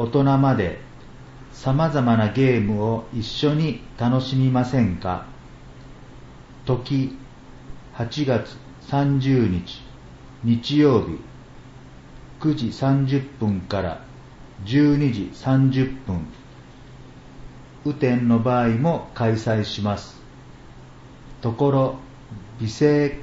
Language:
Japanese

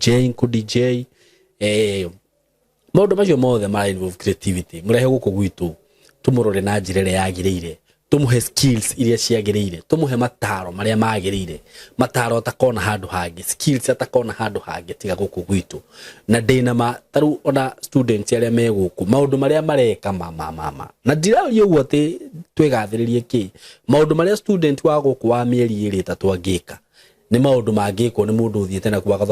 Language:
Kikuyu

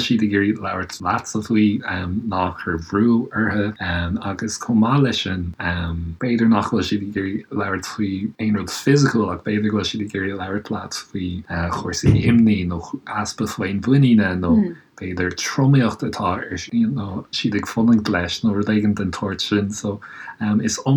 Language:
Irish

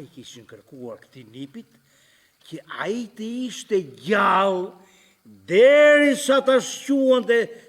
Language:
Albanian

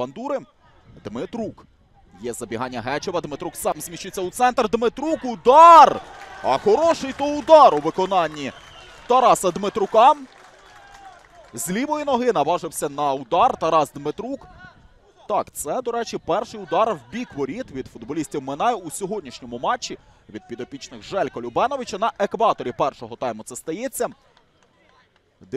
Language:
Ukrainian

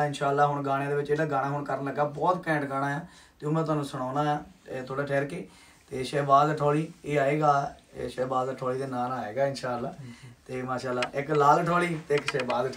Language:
Punjabi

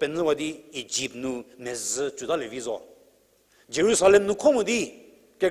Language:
Angami Naga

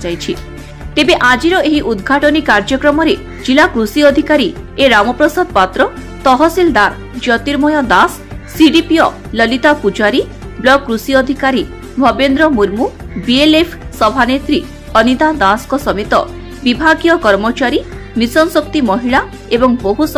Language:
Odia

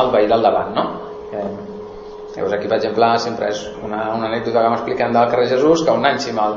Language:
Catalan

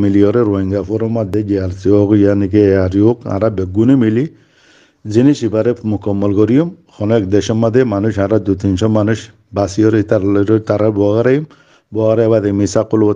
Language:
Rohingya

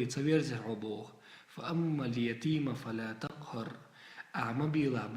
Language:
Chechen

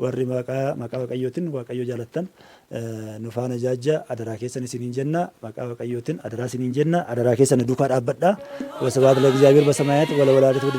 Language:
Oromo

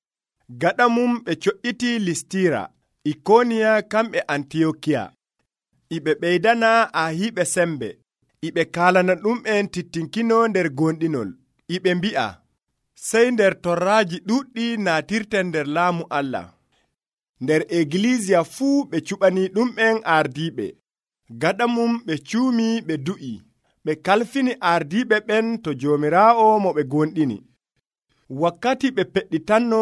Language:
Nigerian Fulfulde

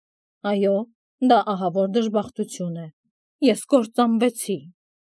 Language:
Armenian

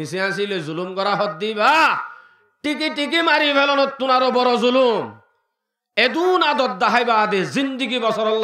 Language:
Rohingya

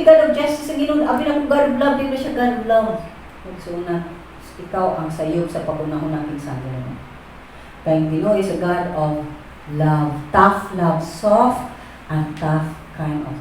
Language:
Cebuano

